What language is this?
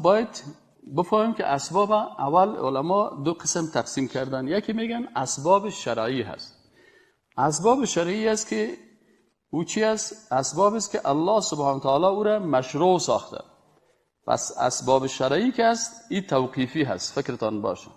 Persian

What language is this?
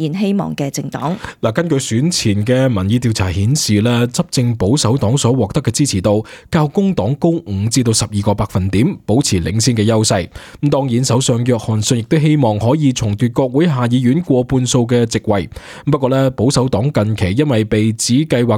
Cantonese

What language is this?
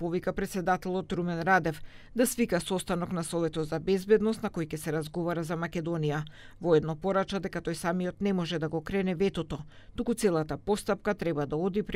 Macedonian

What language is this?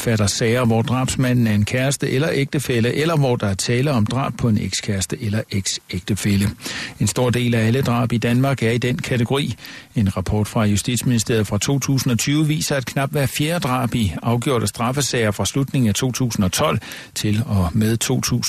Danish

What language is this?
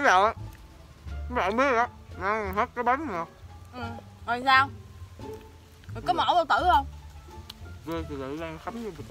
Vietnamese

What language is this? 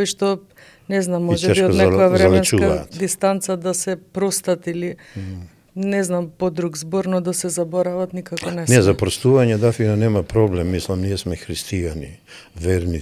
Macedonian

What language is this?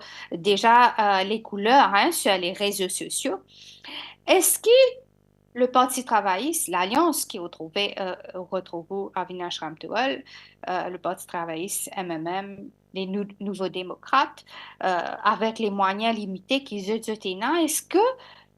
Morisyen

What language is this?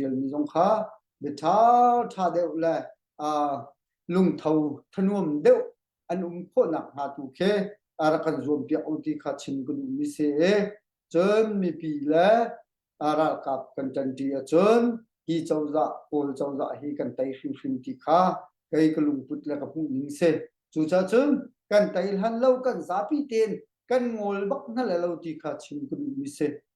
Hakha Chin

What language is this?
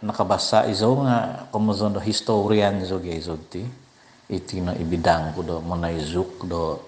Central Dusun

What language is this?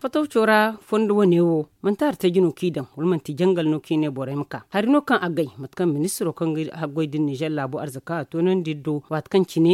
Zarma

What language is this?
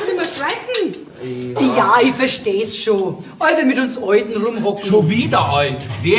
Bavarian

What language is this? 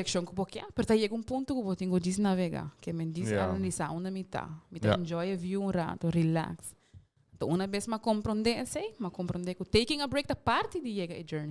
Papiamento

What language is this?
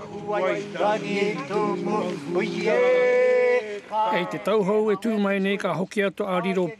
Māori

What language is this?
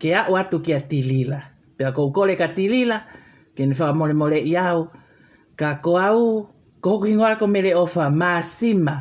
Tongan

